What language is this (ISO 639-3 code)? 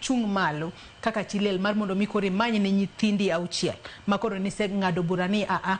luo